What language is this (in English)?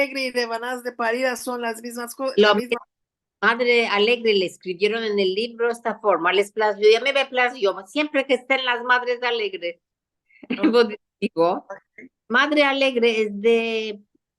Ladino